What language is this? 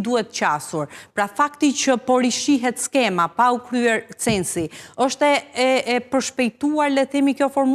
Albanian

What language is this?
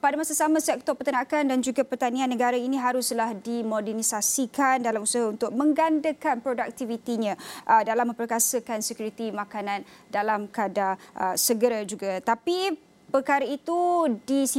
Malay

